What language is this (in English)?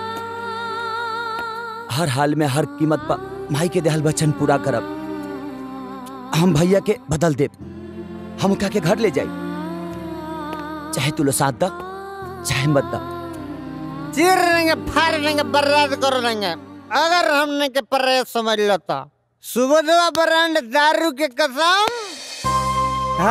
Bhojpuri